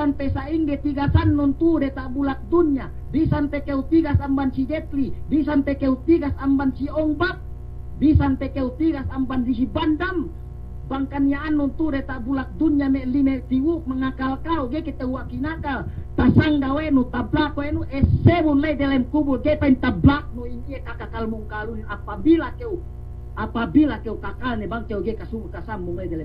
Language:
Yakan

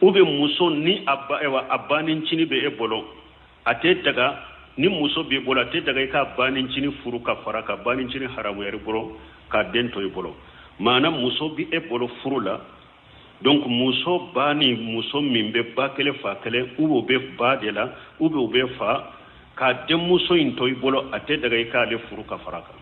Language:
Bambara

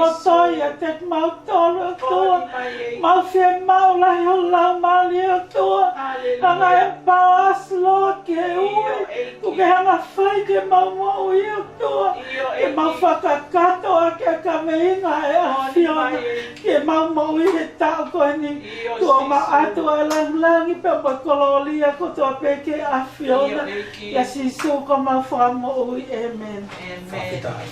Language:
Tongan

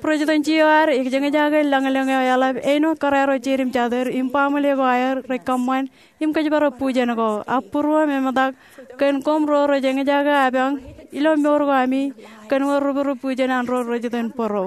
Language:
Marshallese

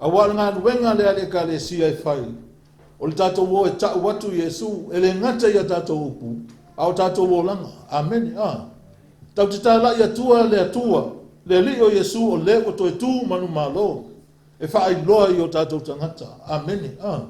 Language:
Samoan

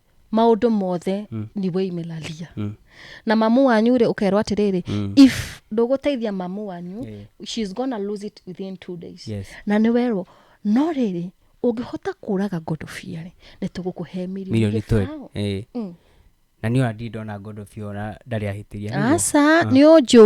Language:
Kikuyu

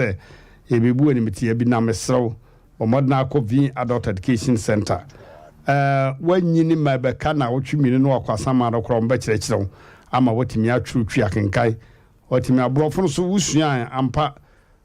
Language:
Akan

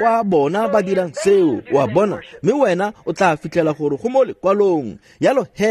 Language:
Tswana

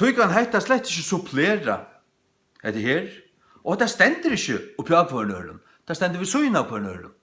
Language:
Faroese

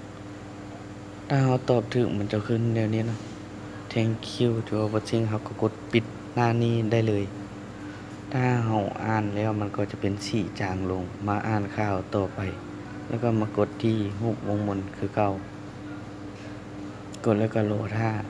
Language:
Lao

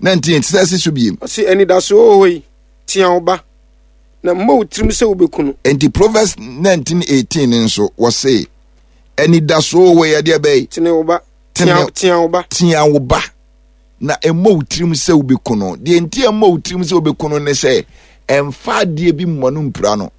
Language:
Akan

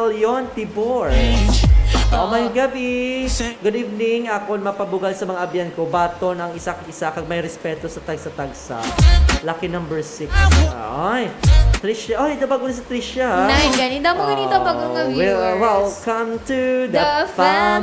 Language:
Hiligaynon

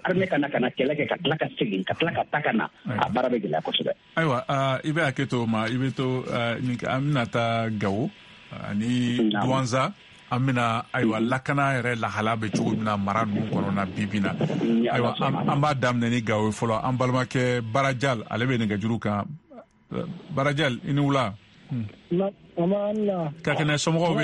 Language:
Bambara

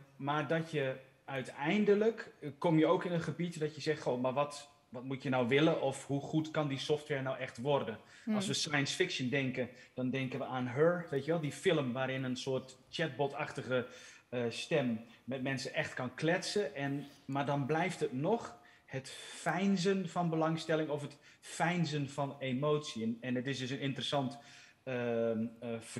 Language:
Dutch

